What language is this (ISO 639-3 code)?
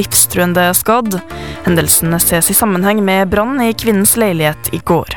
nor